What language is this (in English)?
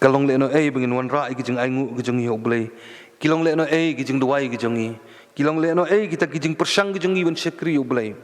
Khasi